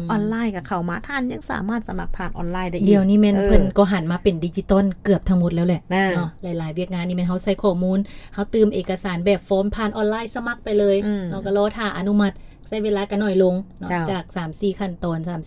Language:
Lao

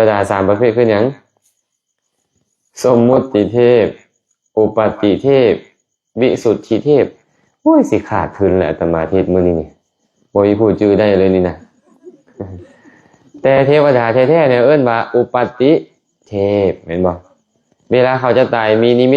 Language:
Lao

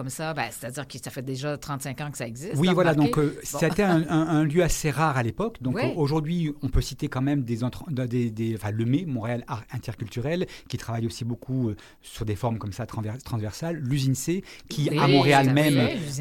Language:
French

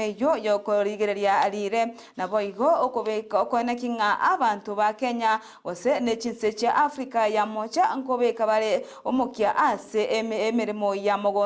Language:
Gusii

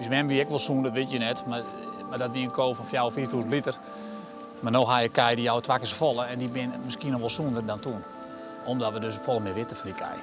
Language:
Western Frisian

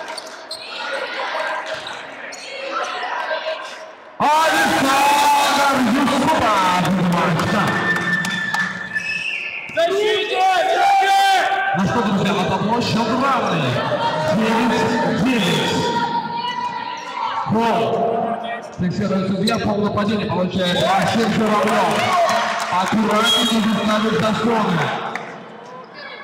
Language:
Russian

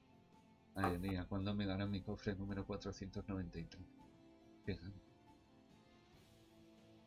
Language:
Spanish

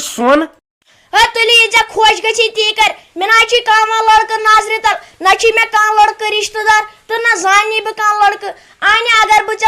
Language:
Kashmiri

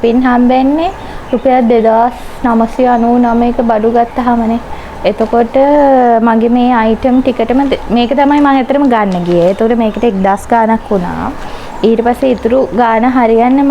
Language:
Sinhala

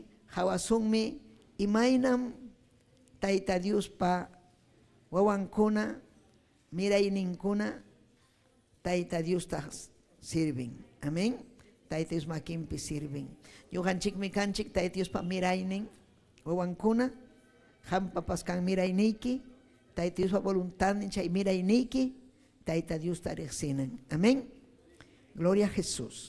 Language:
Ayacucho Quechua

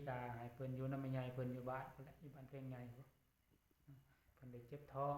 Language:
Lao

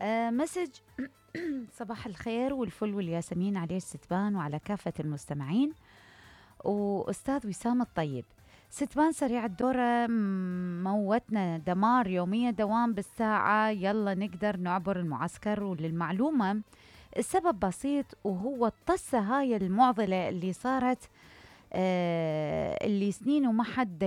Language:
Mesopotamian Arabic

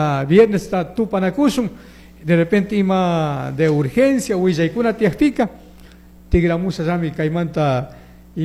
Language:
Chimborazo Highland Quichua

